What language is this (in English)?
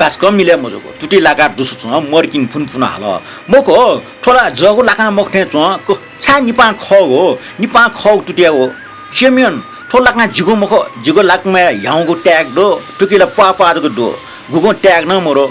Newari